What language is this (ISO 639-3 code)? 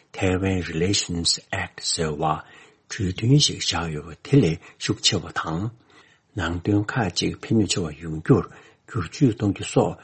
bod